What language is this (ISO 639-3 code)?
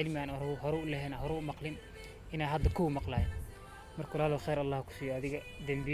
som